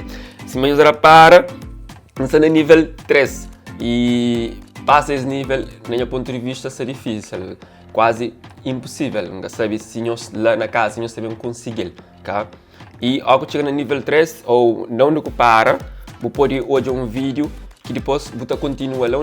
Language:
Kabuverdianu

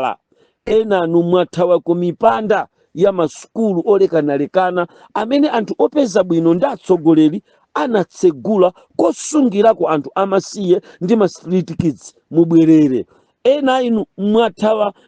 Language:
Nyanja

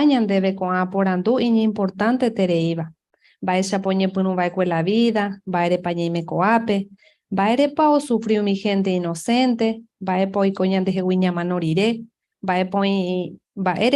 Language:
Guarani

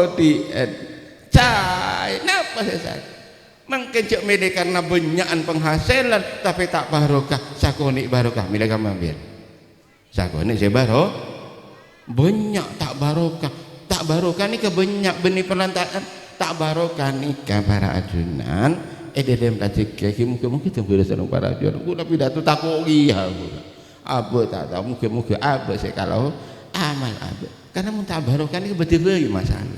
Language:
Madurese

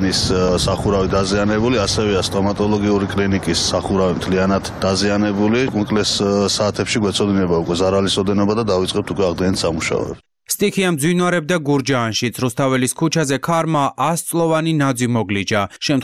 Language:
Georgian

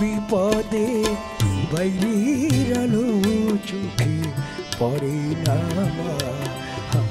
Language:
Bangla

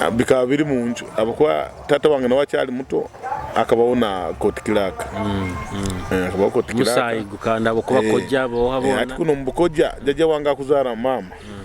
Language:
Nyoro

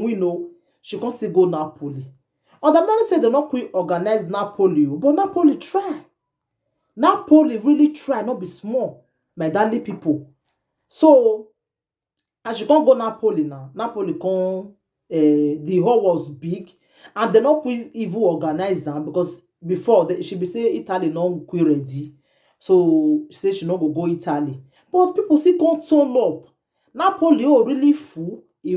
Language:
Nigerian Pidgin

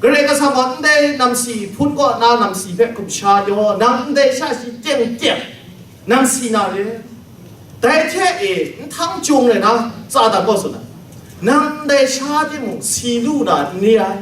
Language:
Kachin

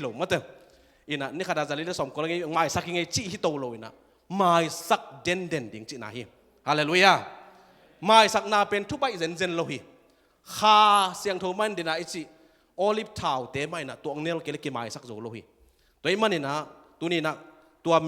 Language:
Tedim Chin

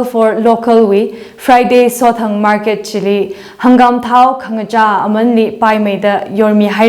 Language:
Tangkhul Naga (India)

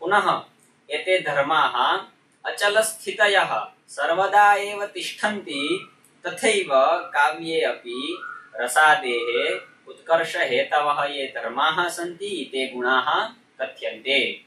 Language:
Sanskrit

